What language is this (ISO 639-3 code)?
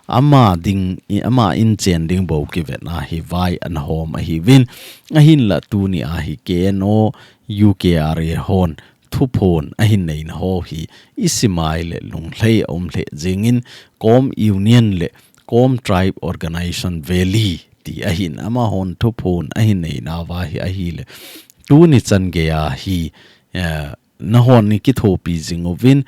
tcz